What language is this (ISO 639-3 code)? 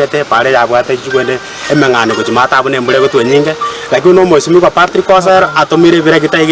guz